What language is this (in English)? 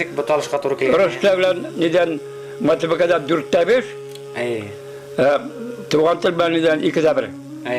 Bashkir